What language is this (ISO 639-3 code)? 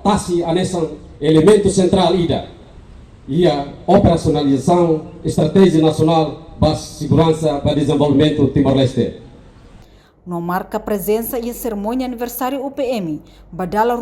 tet